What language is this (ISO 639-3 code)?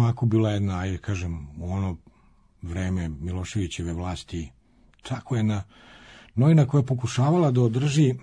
srp